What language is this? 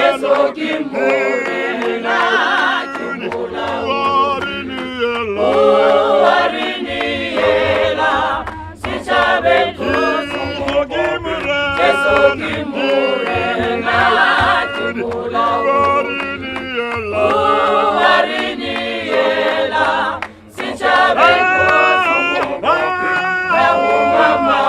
Northern Sotho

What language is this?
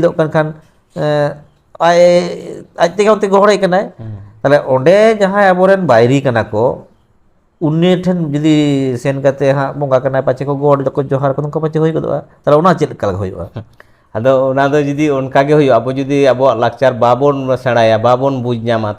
Santali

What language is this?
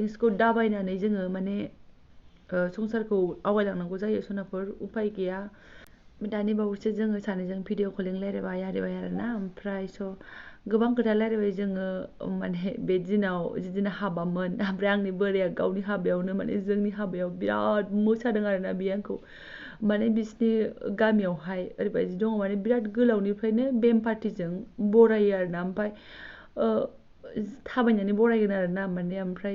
Bodo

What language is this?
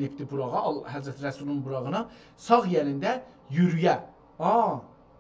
South Azerbaijani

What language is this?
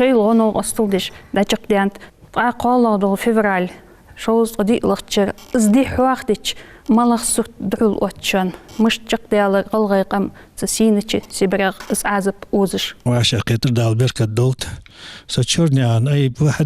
Ingush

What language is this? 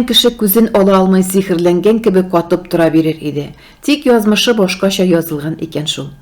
Tatar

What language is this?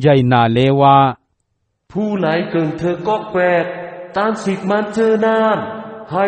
Shan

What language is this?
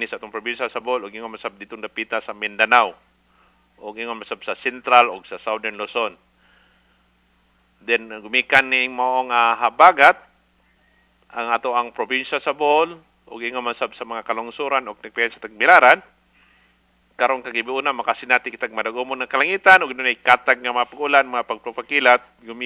Cebuano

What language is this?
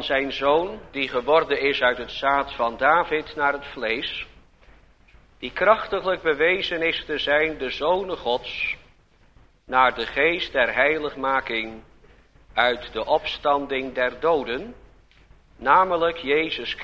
Dutch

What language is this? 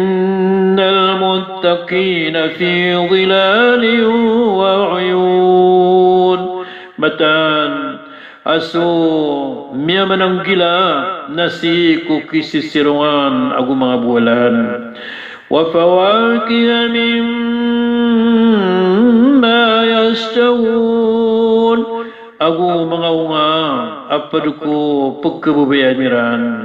Maranao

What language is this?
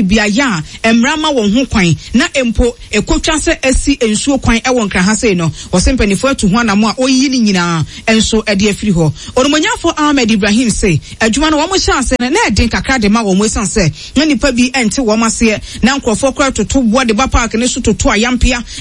Akan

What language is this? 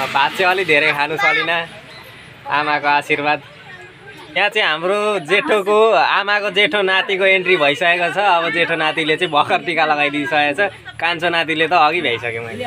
Nepali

